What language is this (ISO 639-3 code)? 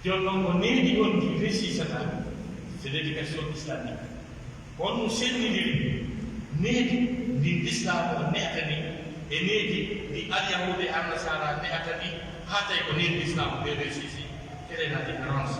fuf